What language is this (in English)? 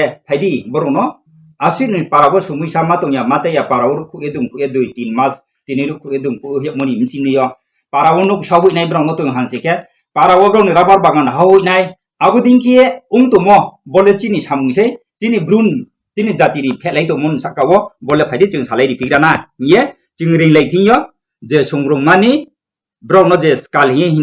Kok Borok